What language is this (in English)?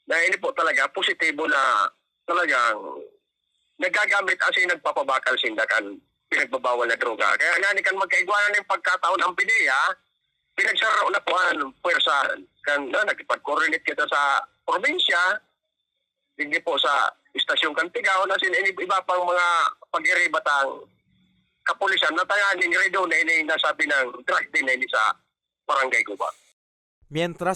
Bikol